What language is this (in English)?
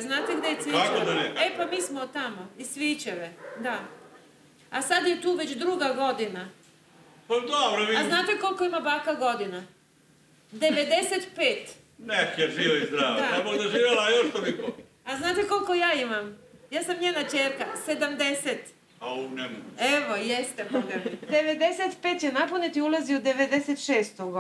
Serbian